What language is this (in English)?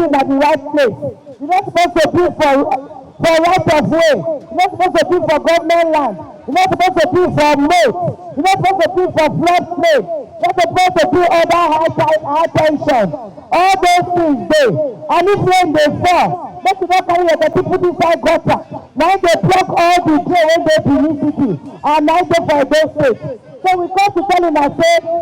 Nigerian Pidgin